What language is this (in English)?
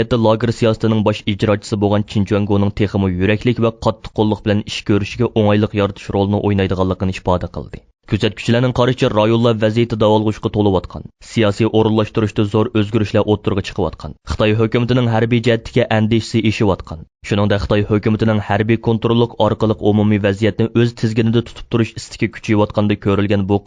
Uyghur